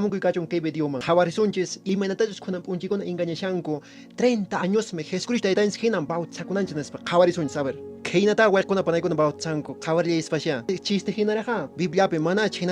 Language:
Quechua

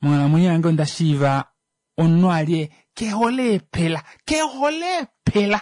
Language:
Kuanyama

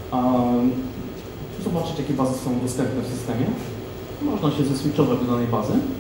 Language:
Polish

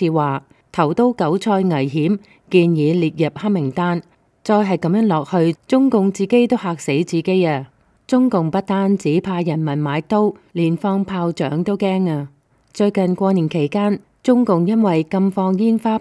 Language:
Cantonese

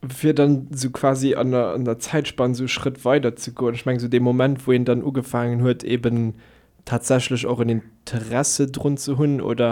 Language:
Luxembourgish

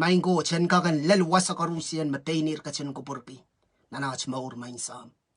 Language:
Pohnpeian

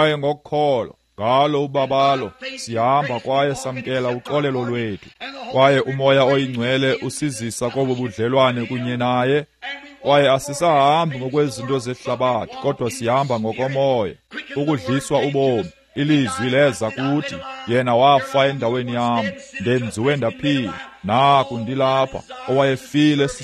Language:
Xhosa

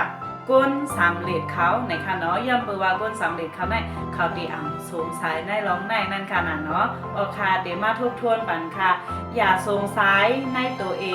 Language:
Shan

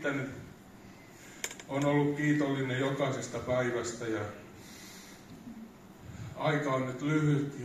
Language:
Finnish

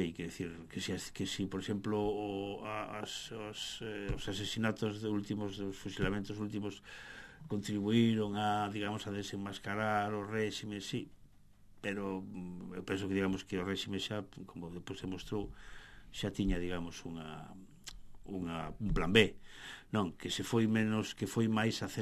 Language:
Galician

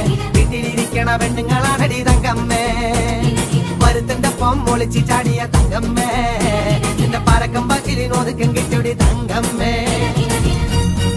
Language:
Malayalam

